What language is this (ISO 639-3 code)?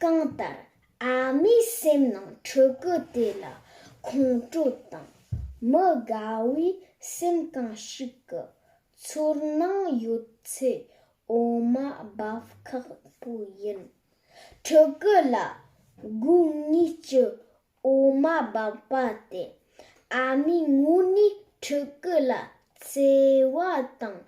bod